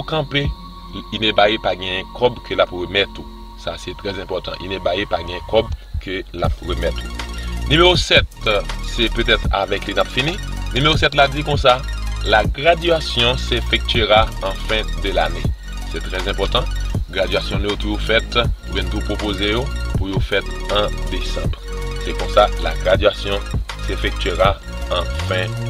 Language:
Haitian Creole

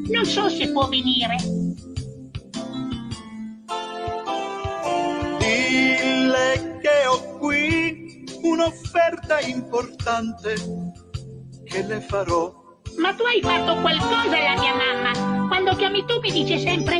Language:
Italian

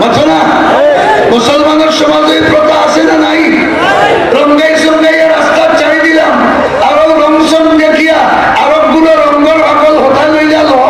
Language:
Sylheti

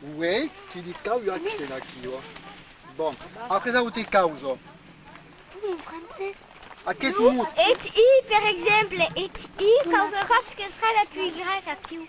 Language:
Occitan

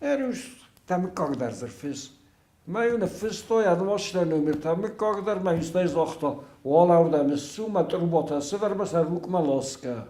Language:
Ossetic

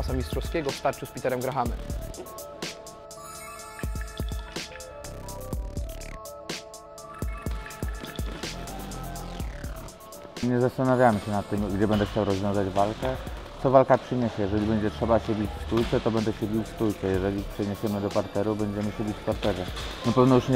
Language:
Polish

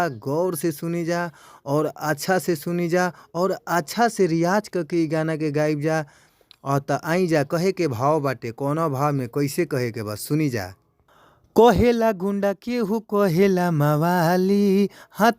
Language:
Bhojpuri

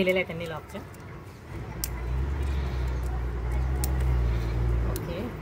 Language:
Marathi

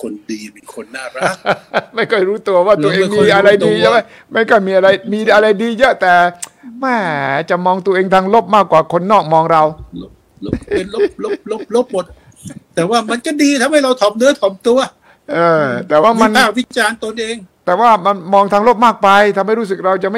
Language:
Thai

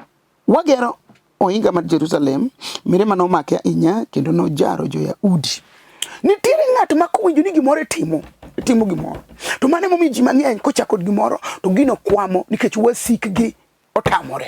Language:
Luo (Kenya and Tanzania)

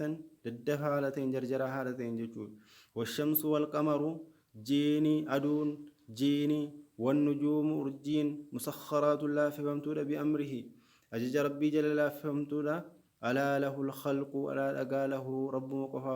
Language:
Arabic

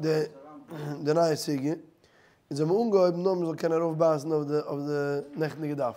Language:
Yiddish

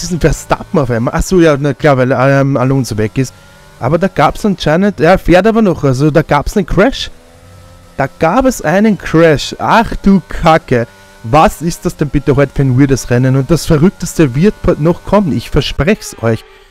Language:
German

